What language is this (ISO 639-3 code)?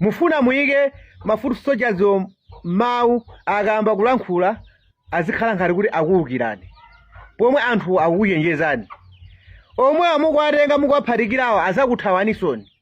nya